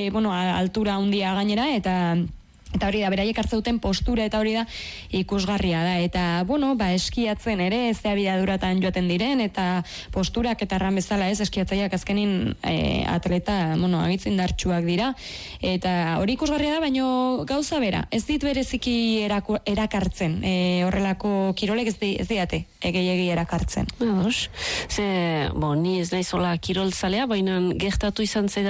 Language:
Basque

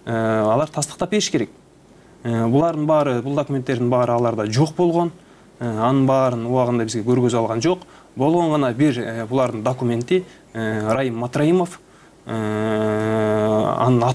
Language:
Kyrgyz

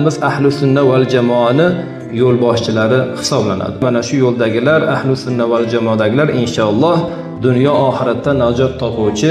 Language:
Uzbek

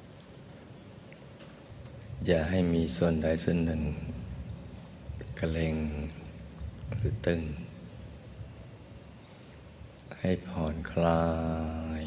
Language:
Thai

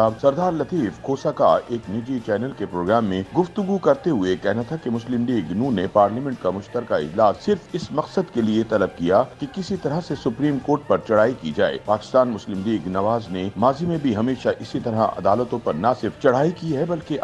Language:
Urdu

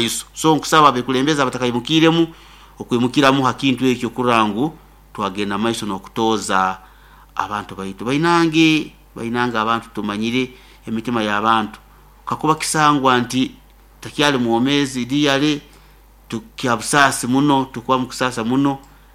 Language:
Nyoro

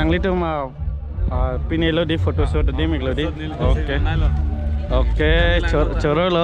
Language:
Karbi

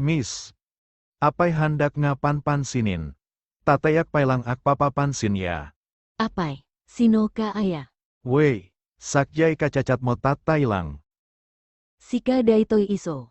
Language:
Iloko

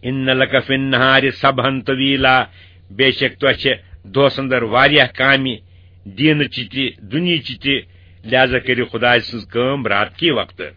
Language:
Kashmiri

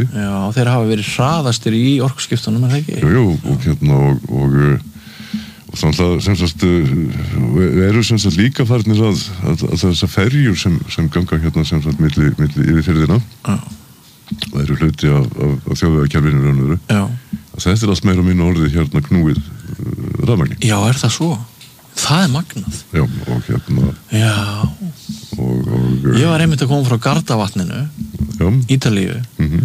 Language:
Icelandic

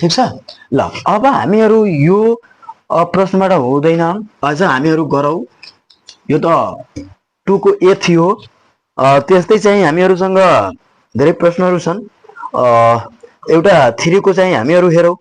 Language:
Nepali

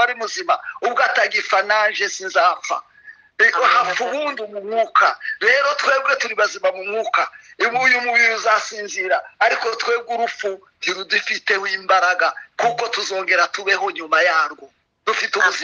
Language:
Kinyarwanda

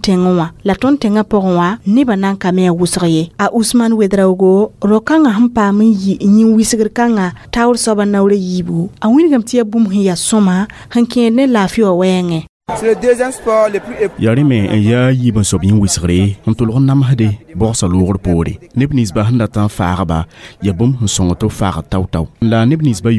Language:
Mossi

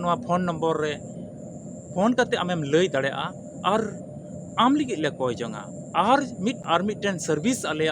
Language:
Santali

